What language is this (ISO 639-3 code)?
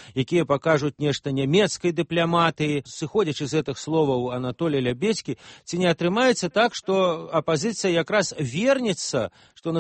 bel